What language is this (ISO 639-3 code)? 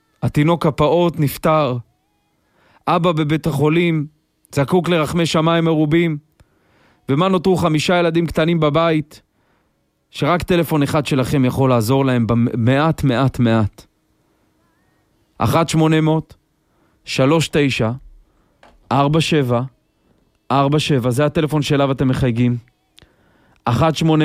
heb